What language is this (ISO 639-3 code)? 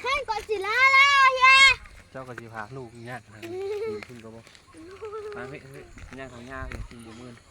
lao